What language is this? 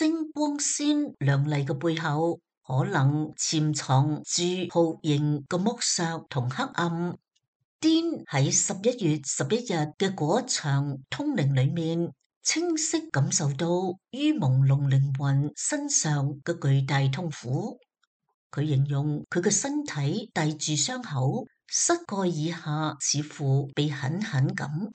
Cantonese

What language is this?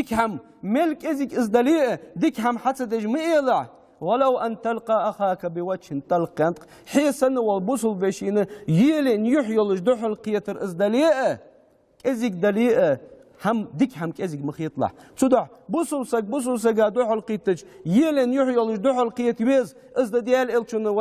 Ingush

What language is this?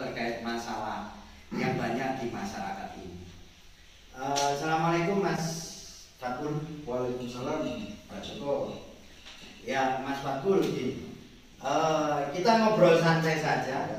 Indonesian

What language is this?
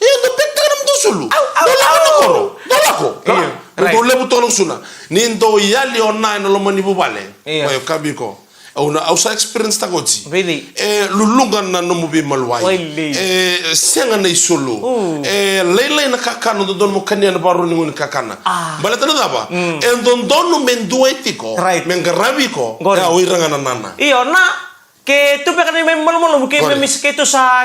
Fijian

